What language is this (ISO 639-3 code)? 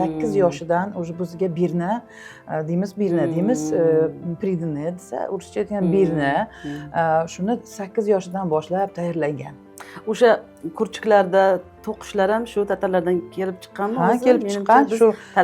uzb